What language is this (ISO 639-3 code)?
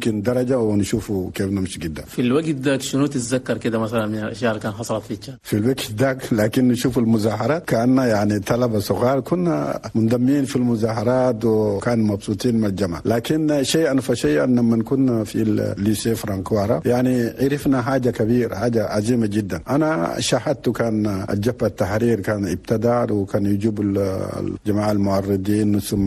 shu